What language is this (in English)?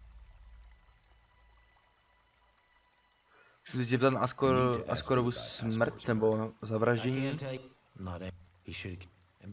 Czech